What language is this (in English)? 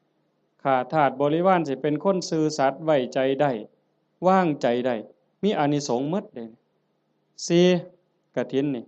Northeastern Thai